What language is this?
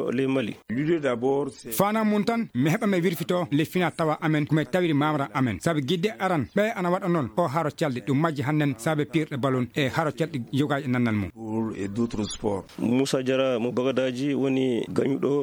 Fula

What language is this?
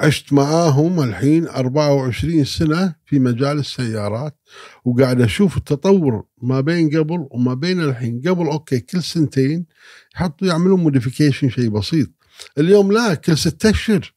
Gulf Arabic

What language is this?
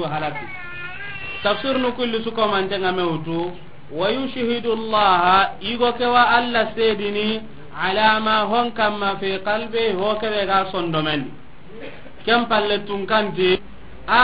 Soninke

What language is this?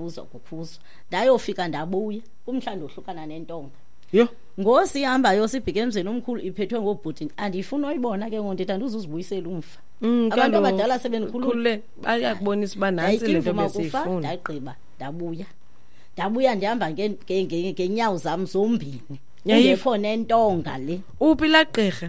Xhosa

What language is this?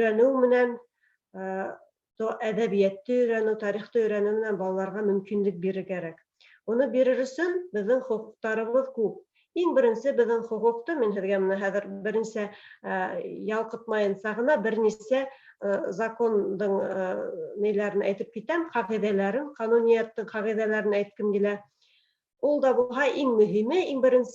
Bashkir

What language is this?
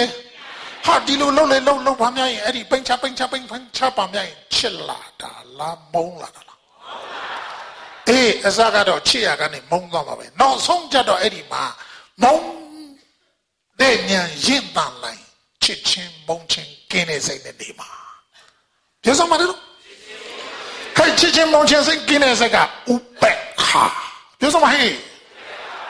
Burmese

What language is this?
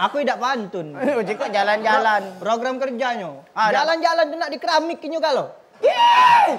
Musi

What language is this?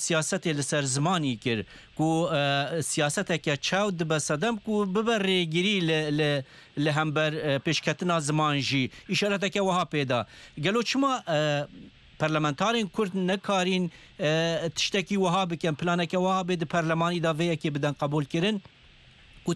Kurdish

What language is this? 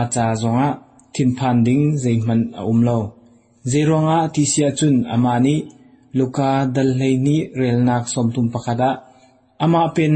Hakha Chin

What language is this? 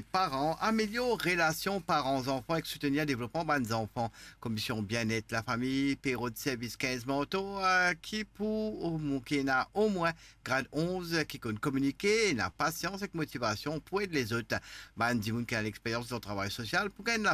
Morisyen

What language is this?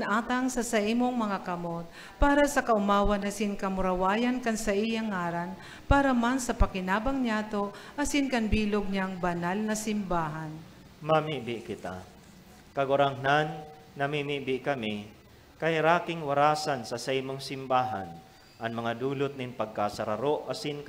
Bikol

